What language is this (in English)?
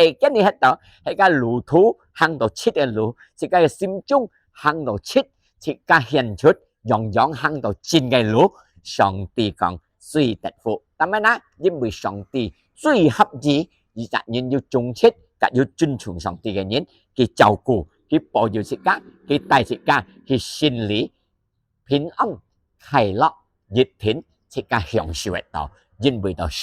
Hakka Chinese